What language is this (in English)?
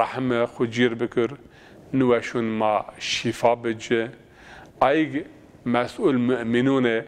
Zaza